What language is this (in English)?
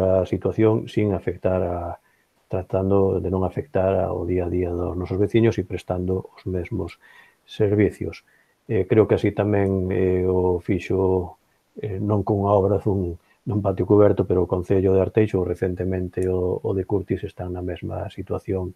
Galician